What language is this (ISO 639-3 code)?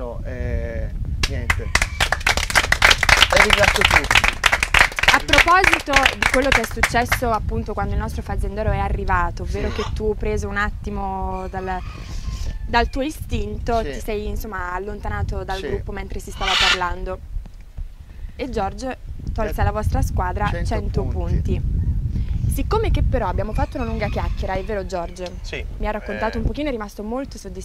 ita